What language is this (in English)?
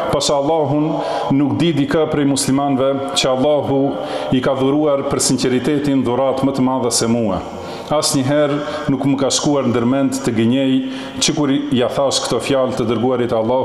Albanian